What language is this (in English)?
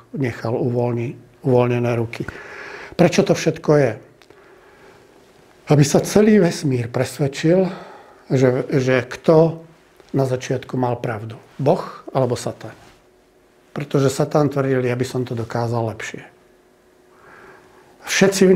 Slovak